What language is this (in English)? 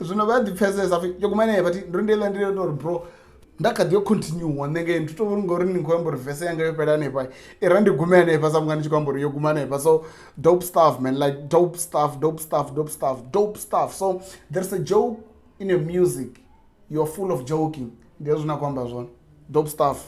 Venda